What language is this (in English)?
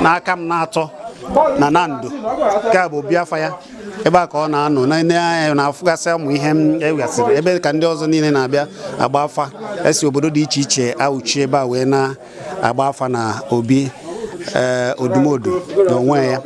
Igbo